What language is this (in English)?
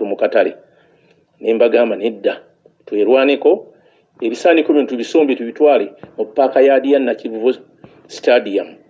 Ganda